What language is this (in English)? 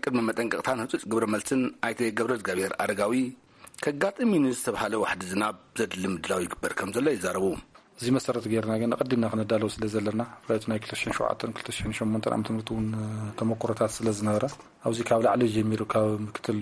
Tigrinya